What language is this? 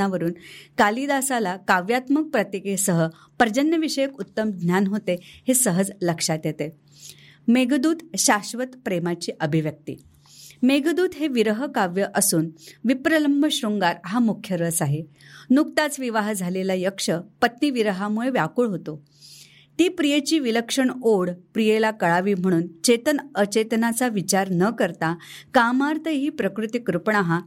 Marathi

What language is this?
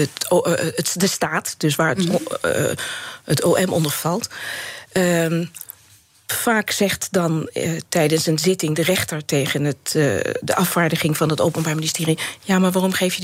Dutch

